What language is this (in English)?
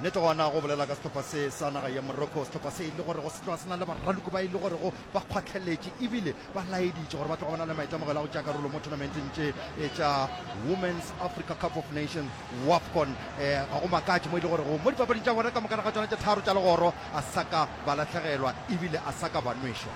Northern Sotho